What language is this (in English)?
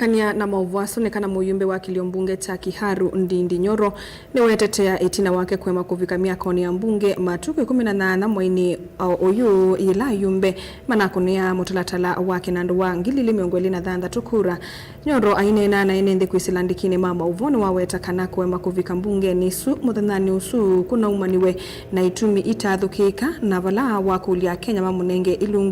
Kamba